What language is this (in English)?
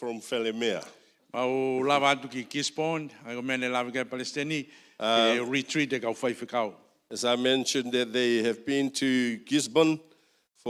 Tongan